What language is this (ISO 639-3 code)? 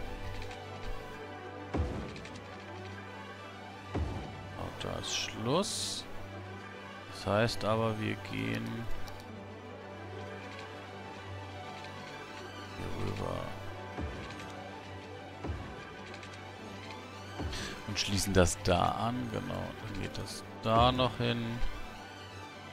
deu